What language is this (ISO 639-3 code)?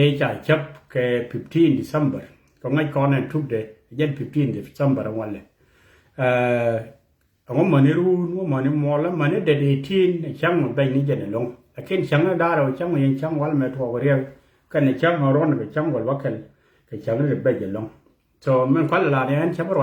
nus